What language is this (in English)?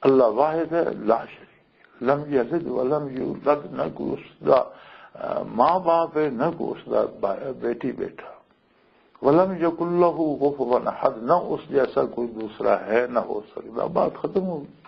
Western Panjabi